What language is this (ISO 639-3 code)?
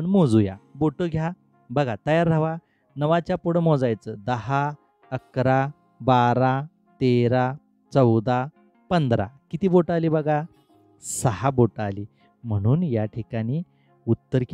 mar